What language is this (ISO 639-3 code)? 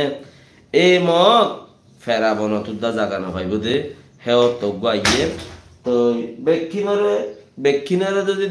rhg